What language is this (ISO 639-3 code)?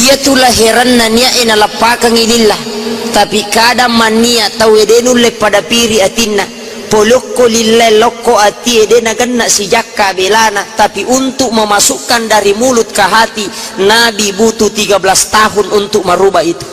bug